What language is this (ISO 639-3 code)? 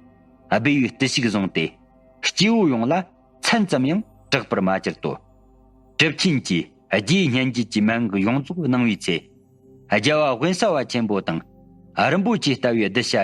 bod